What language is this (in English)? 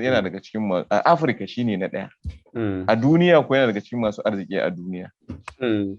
Hausa